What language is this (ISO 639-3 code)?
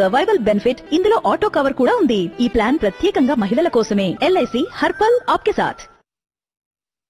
tel